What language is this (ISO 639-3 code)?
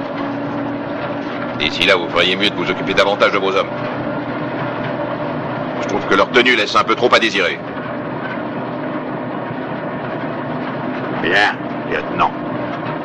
fra